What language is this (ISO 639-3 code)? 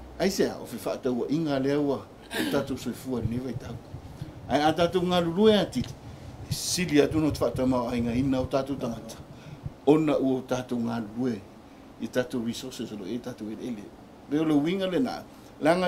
smo